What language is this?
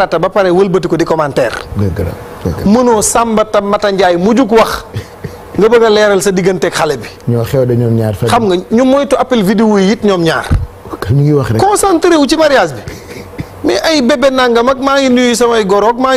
Wolof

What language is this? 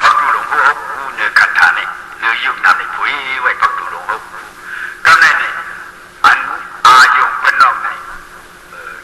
Shan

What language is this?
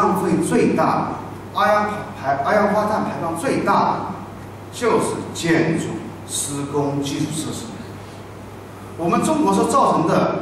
Chinese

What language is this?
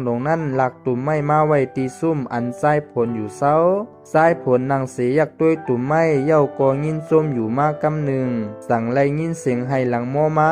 Shan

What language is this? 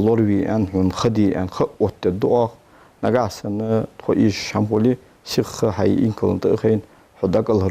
Ingush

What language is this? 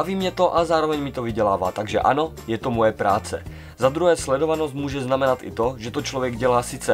Czech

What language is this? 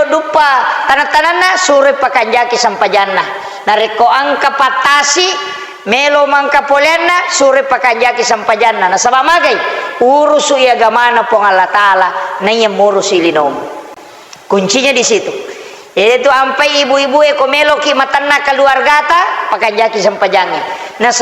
Buginese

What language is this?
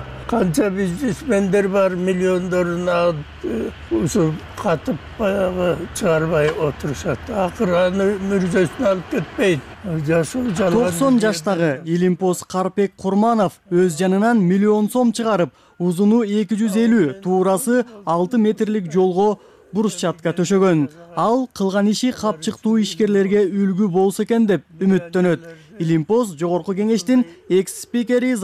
Kyrgyz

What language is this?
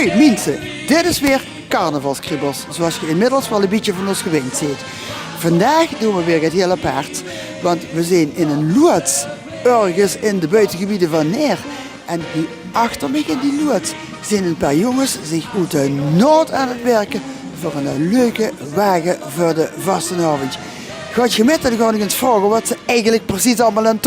Limburgish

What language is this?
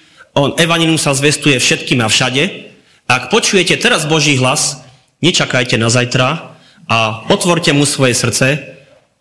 Slovak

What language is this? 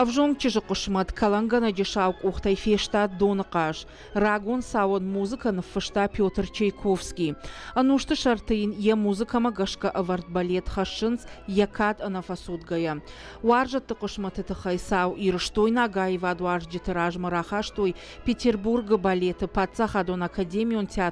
Ossetic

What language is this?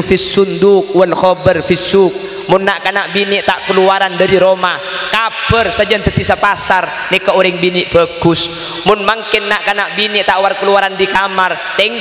Madurese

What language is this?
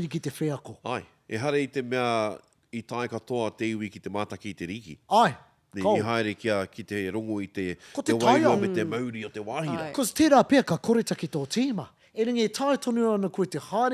Māori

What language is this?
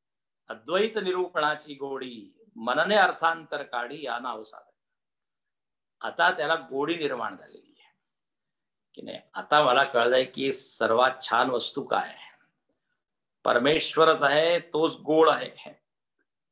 Marathi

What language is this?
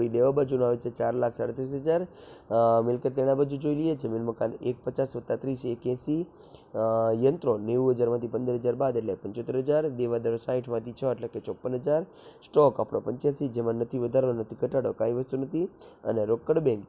Gujarati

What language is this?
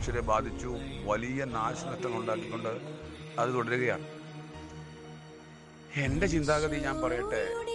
Malayalam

